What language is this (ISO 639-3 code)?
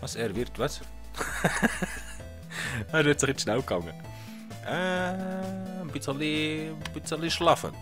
gsw